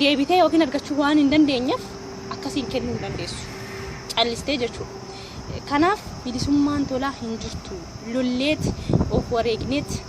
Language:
Oromo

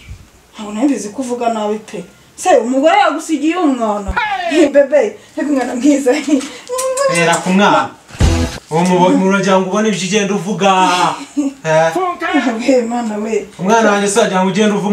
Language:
Kinyarwanda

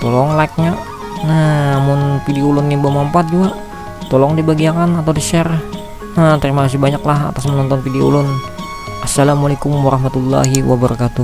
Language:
Banjar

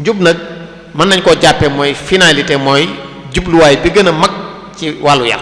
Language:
Wolof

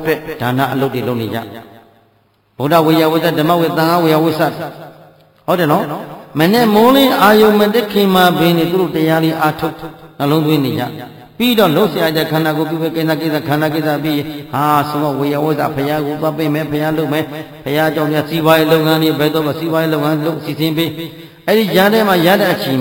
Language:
Burmese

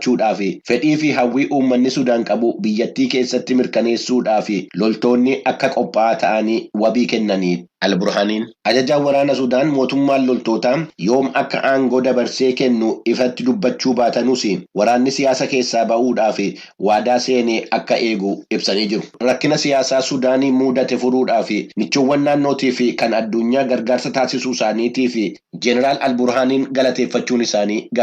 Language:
Oromo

